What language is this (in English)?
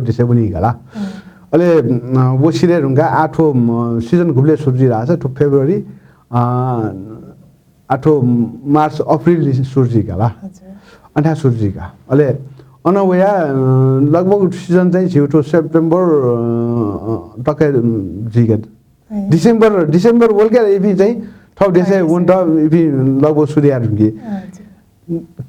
Newari